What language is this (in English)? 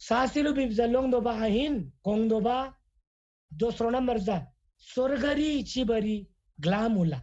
Eastern Tamang